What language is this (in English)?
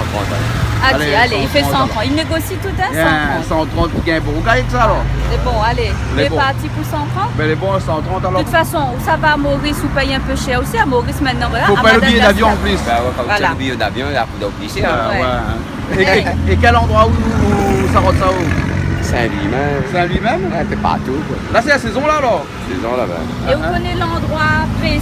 Réunion Creole French